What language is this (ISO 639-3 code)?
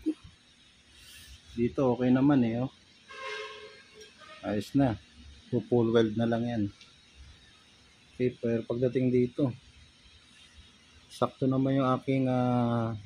fil